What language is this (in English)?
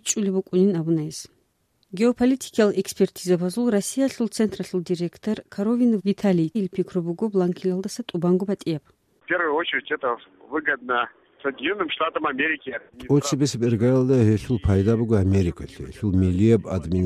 Avaric